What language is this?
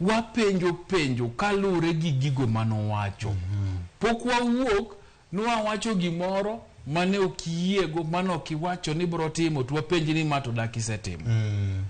Luo (Kenya and Tanzania)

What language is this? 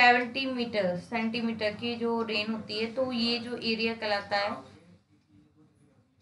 Hindi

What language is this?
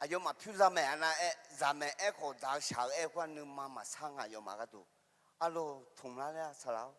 Akha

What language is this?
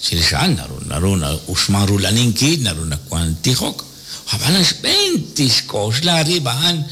Kekchí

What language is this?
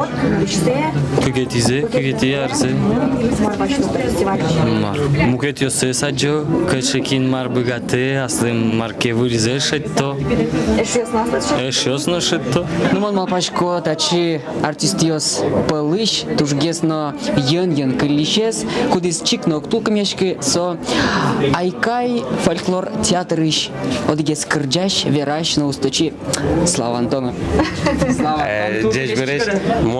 Udmurt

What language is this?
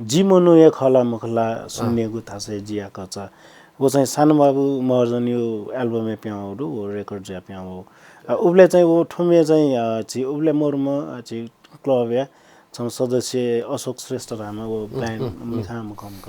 Newari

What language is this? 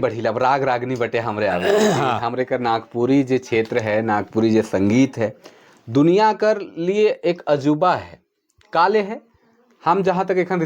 Sadri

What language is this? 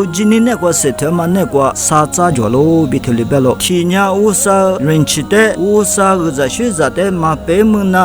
Lisu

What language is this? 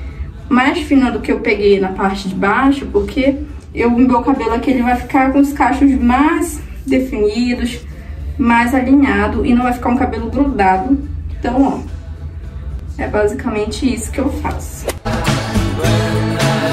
Portuguese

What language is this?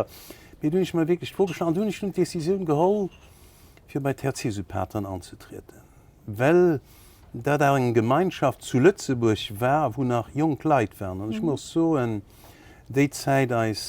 Luxembourgish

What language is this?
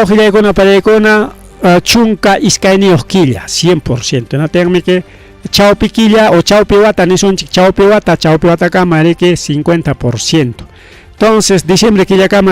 Ayacucho Quechua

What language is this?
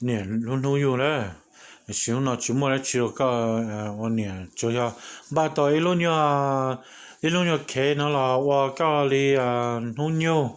Hmong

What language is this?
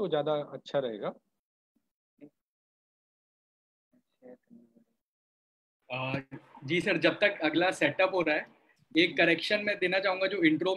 Hindi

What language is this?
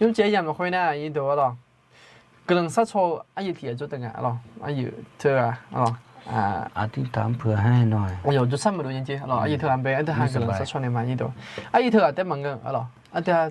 Akha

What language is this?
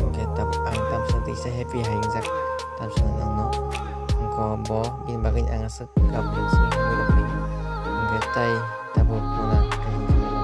Kok Borok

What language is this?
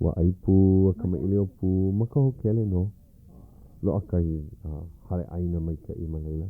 Hawaiian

